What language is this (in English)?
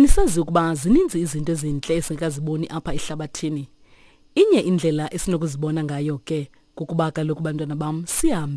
Xhosa